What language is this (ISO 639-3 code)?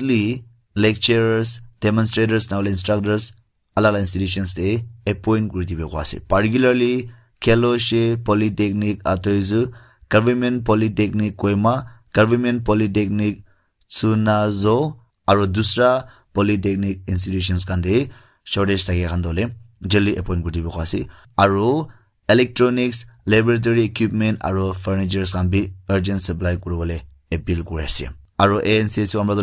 nag